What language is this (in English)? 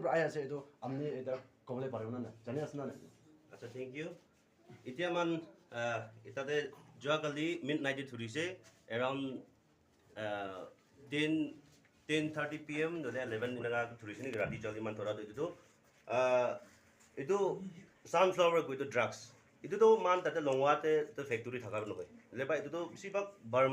Naga Pidgin